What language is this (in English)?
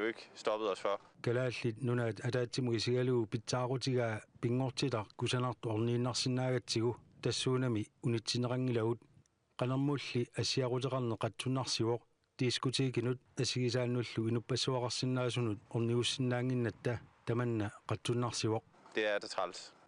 Kalaallisut